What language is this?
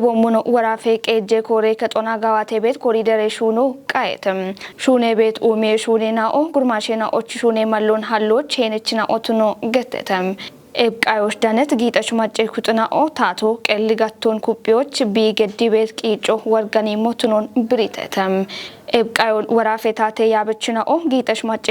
Kafa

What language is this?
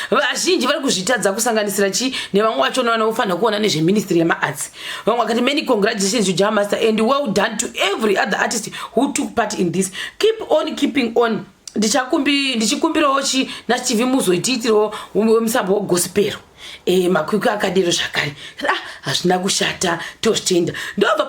Shona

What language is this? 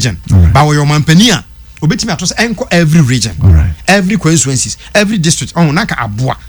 Akan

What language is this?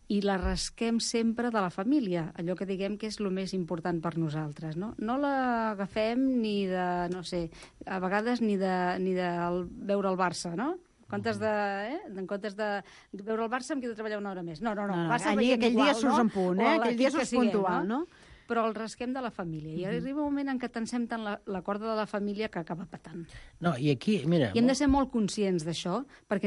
Catalan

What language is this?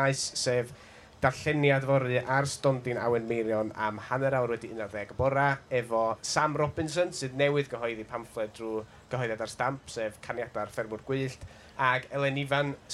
Welsh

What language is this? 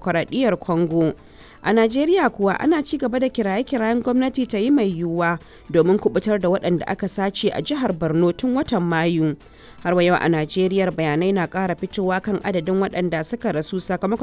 Hausa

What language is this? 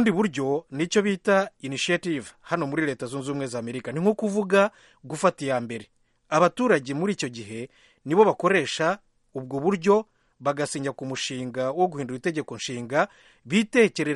Kinyarwanda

